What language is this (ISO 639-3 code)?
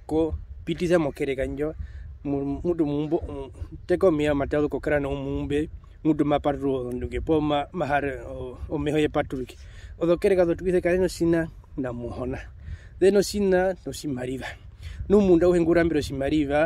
her